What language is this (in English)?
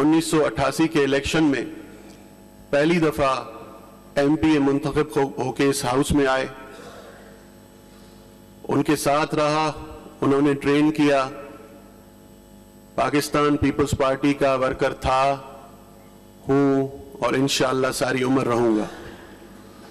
Urdu